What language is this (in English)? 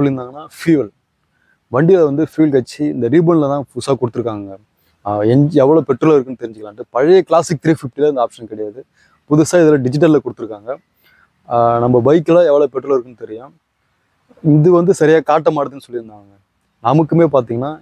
Tamil